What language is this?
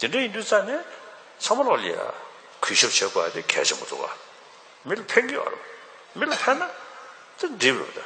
Tibetan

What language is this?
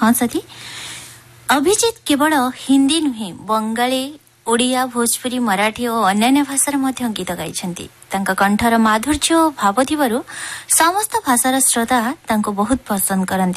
Odia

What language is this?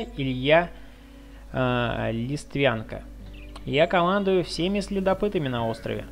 Russian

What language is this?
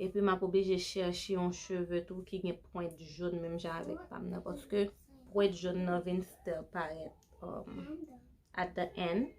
Haitian Creole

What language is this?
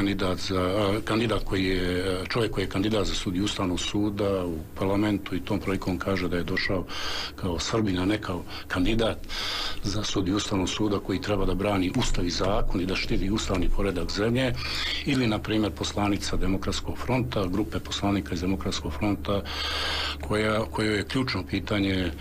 Serbian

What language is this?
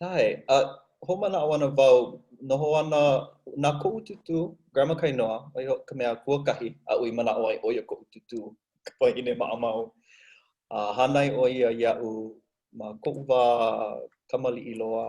Hawaiian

